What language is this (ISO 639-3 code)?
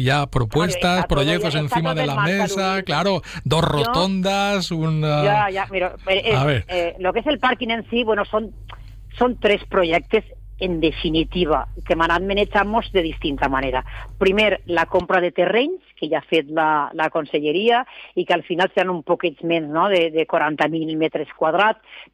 cat